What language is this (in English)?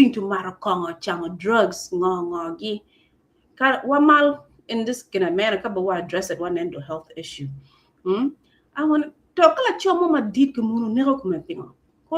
Acoli